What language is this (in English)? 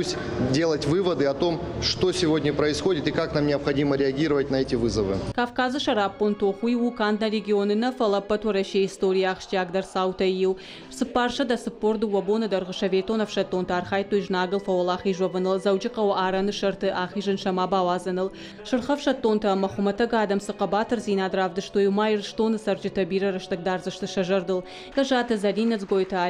Ossetic